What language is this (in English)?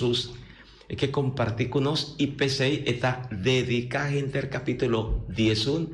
Papiamento